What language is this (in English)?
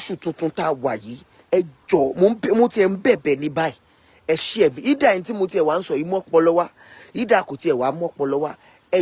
Yoruba